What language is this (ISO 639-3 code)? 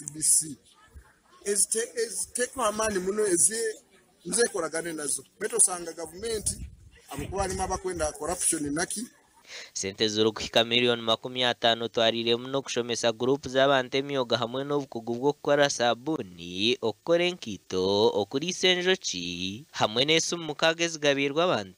nyn